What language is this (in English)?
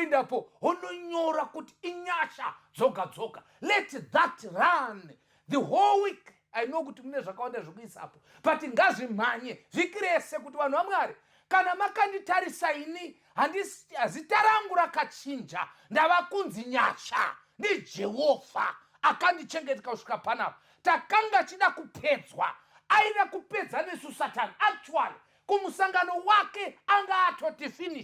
Shona